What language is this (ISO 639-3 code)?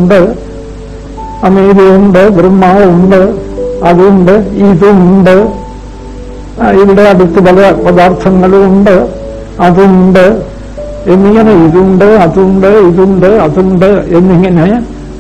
mal